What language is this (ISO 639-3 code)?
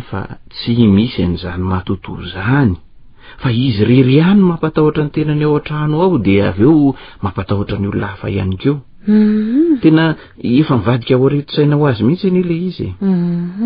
mlg